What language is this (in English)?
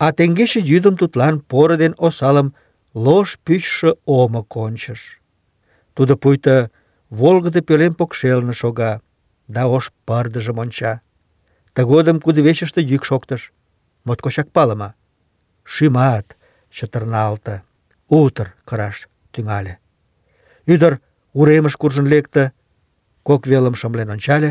Mari